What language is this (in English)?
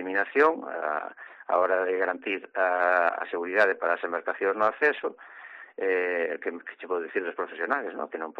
Galician